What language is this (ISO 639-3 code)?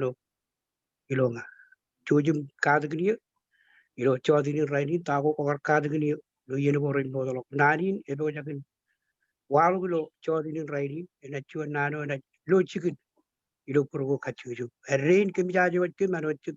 mah